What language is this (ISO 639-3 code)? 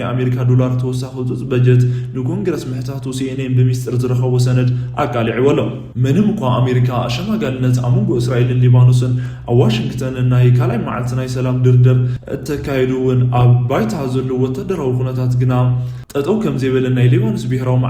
tir